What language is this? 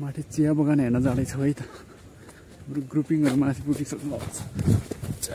Nepali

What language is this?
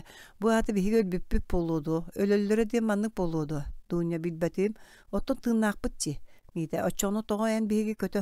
Yakut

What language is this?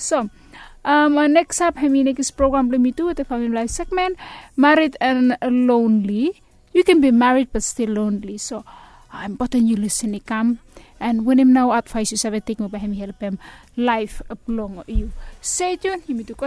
Bislama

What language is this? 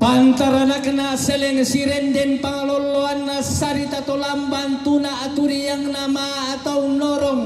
Toraja-Sa'dan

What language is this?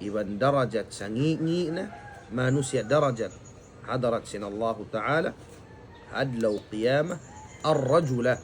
Tausug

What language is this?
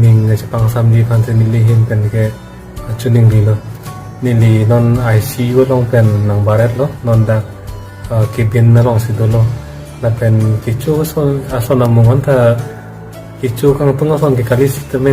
Karbi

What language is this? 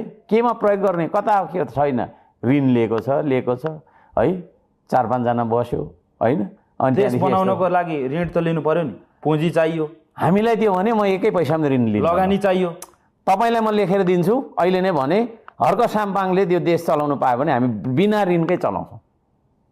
Nepali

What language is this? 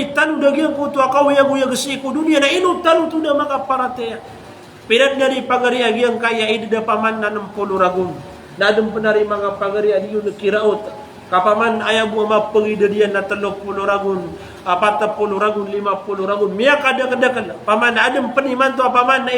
Maranao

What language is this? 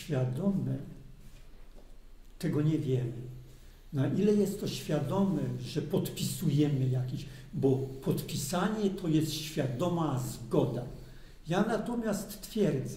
Polish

